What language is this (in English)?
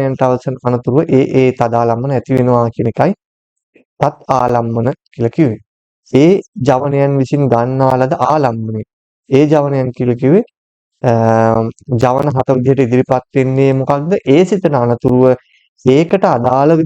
Sinhala